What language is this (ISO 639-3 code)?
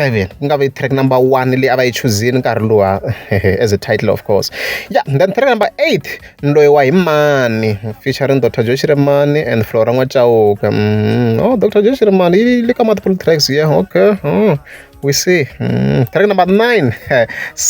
tso